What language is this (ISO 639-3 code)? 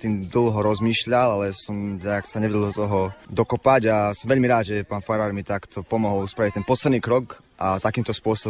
slk